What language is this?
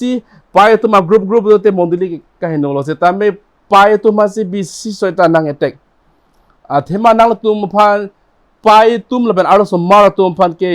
Karbi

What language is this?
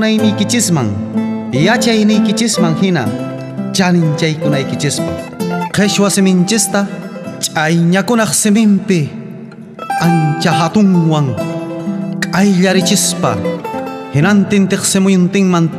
South Bolivian Quechua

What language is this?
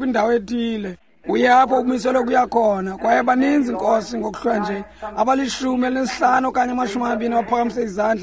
Xhosa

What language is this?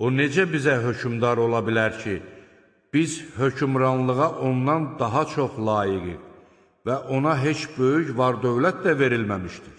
Azerbaijani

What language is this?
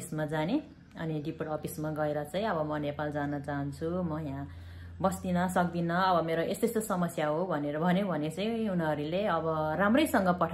Nepali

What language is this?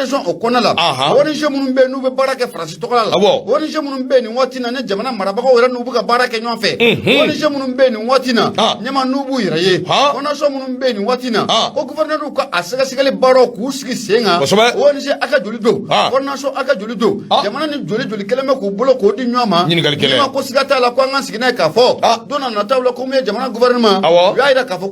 Bambara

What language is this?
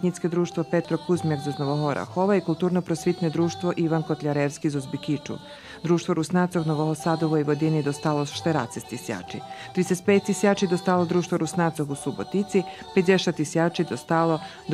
Rusyn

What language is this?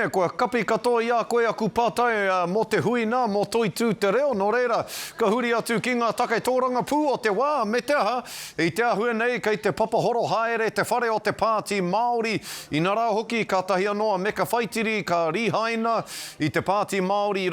Māori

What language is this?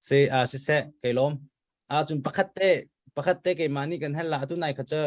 Hakha Chin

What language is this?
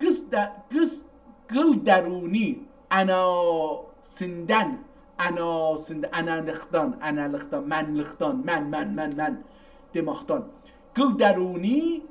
South Azerbaijani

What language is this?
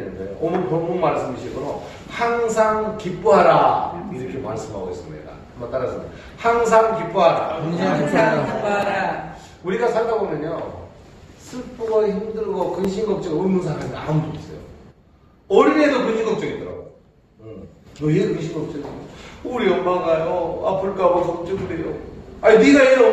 Korean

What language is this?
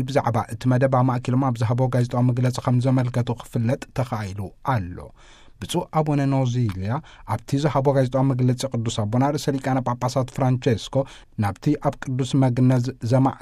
Tigrinya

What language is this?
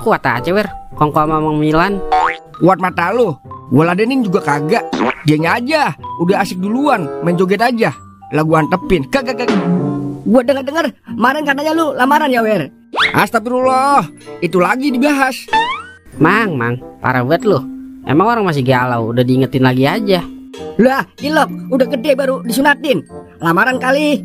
Betawi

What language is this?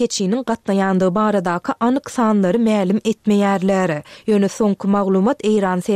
Turkmen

